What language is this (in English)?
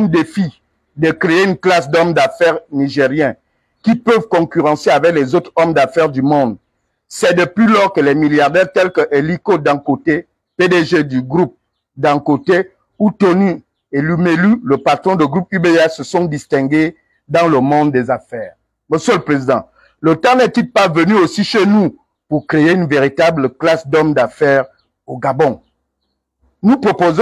French